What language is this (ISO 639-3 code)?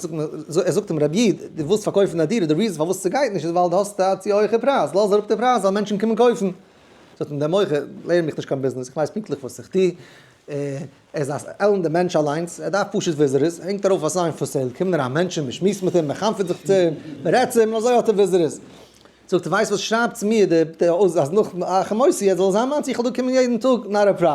yid